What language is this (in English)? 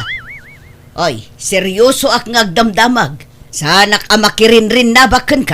Iloko